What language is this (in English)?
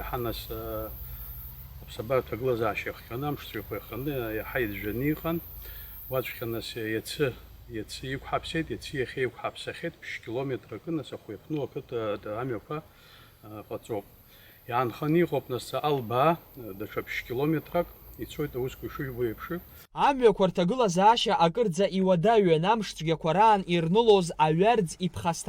Abkhazian